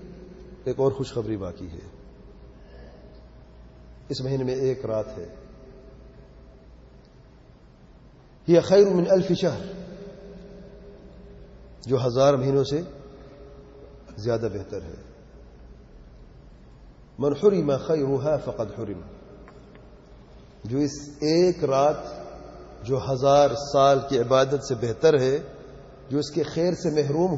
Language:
Urdu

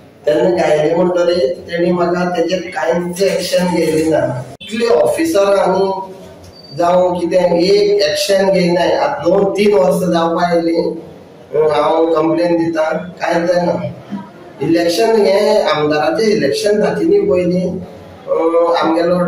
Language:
Konkani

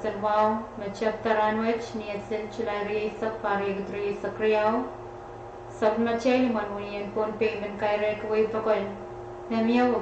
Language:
Pohnpeian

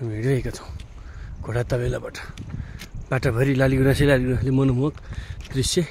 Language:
Nepali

